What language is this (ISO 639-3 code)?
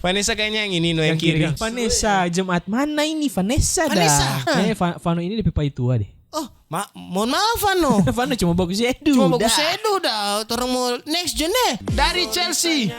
xmm